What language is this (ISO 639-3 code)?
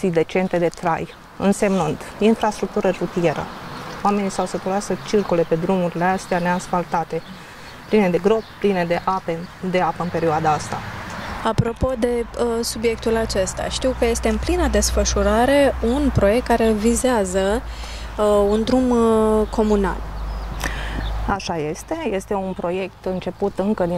ron